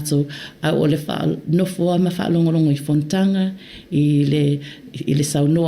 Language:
Samoan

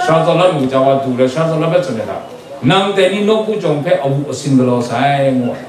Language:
Kachin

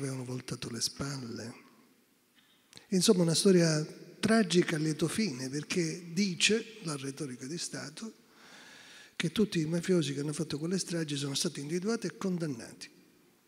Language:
Italian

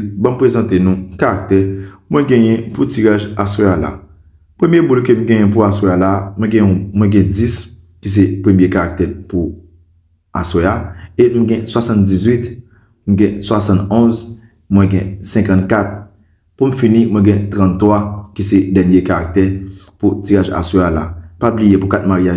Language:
Haitian Creole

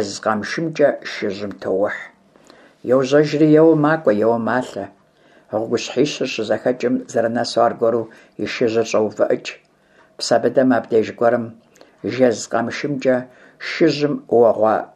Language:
Kabardian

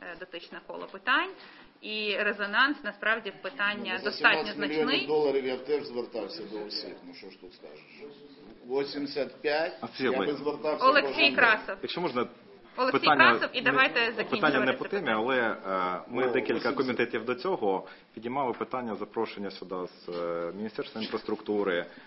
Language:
Ukrainian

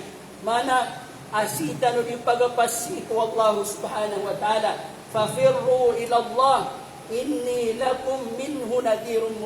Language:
Maranao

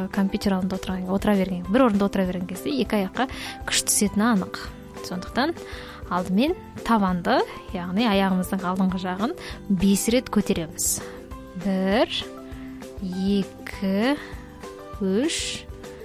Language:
Kazakh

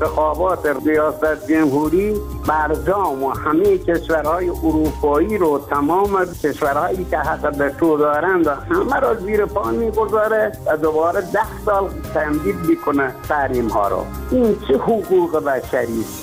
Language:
Persian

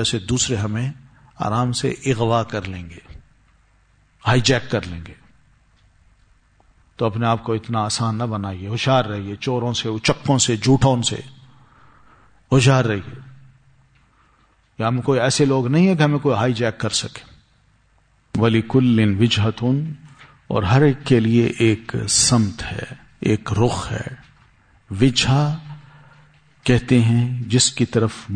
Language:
Urdu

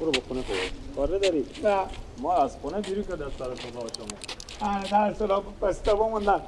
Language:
Persian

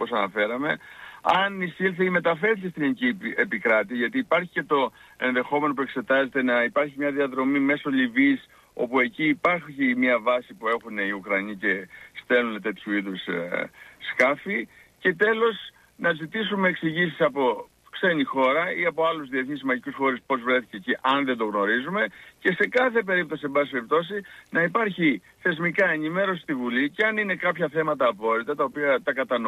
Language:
Greek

